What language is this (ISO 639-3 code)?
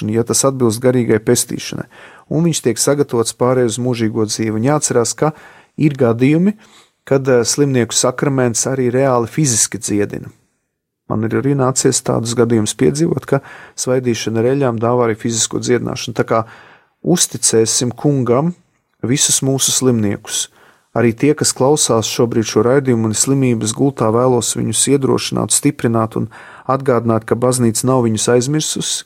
lav